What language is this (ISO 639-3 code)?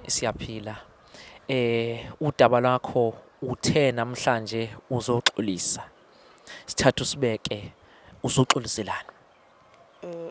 zul